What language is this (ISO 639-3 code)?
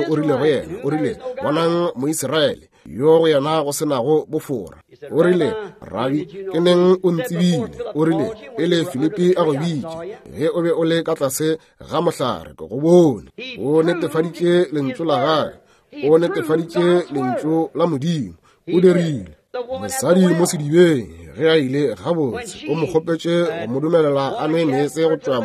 nso